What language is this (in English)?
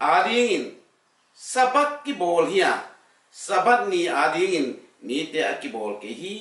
Tedim Chin